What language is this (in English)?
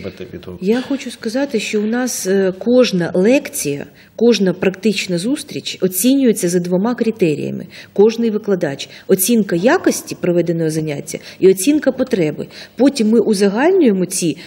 Ukrainian